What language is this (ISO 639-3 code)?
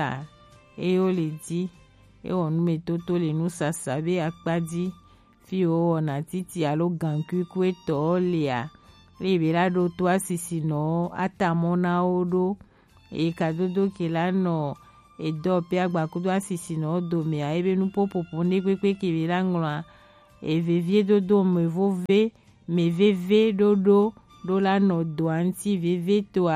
gej